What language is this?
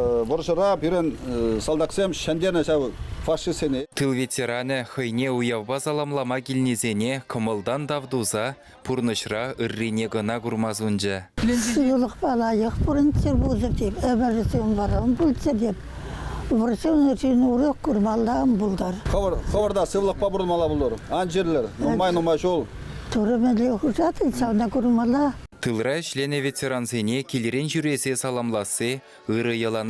Chuvash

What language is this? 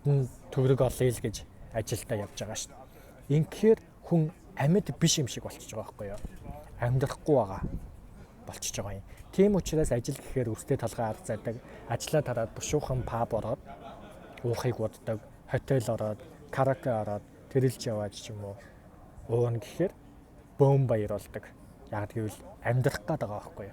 Mongolian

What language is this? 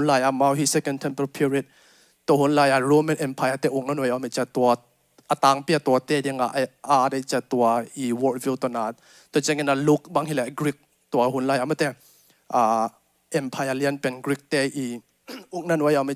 Tedim Chin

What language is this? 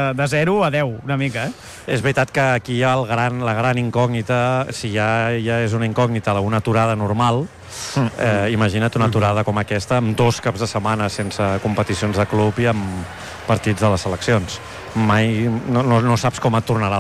Catalan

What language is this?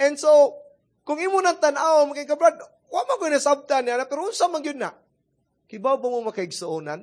Cebuano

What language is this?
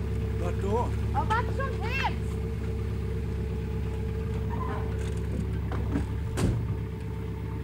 Swedish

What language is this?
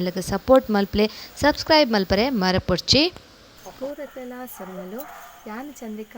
Tulu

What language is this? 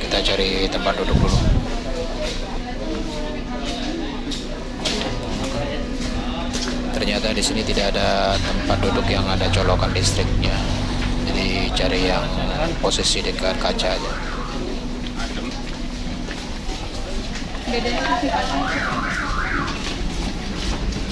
Indonesian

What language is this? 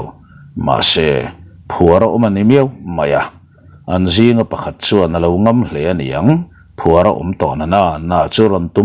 Mizo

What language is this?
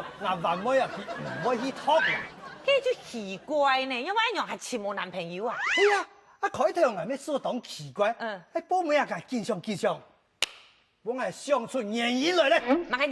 Hakka Chinese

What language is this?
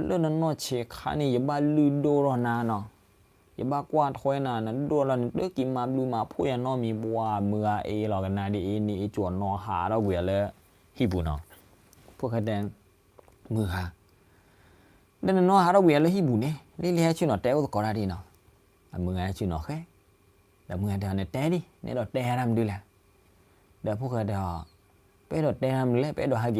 S'gaw Karen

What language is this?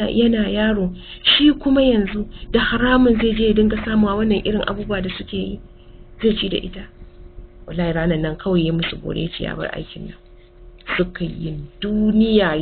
Hausa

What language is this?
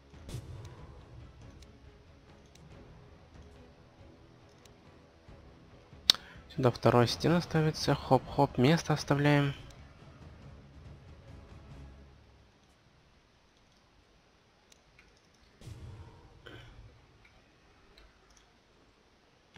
Russian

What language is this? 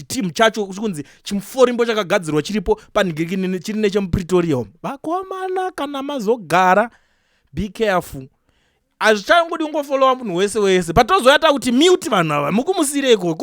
Shona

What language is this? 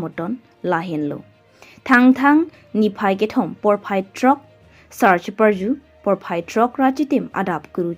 Karbi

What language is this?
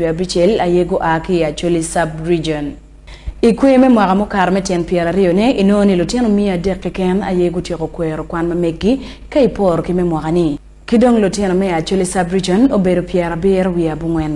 Acoli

